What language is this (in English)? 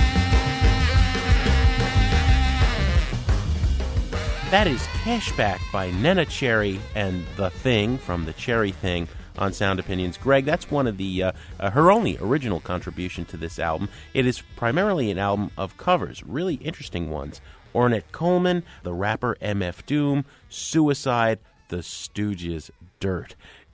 English